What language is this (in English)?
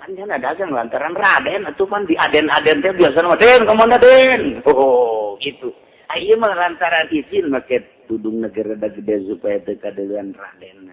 Sundanese